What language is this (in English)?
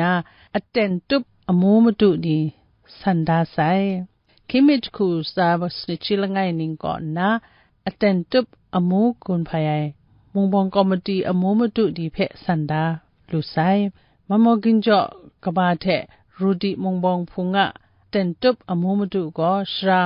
Kachin